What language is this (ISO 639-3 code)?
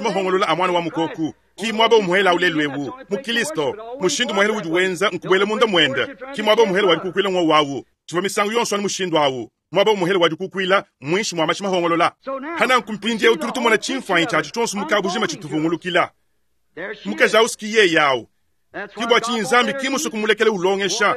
lua